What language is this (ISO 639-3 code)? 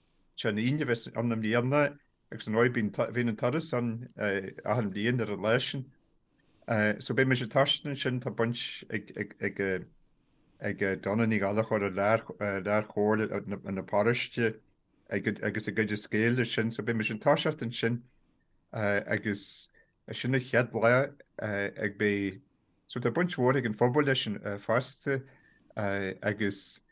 gle